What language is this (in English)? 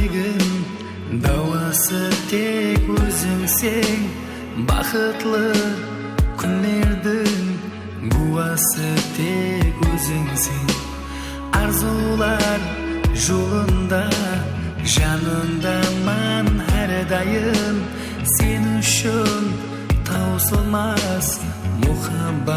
Kara-Kalpak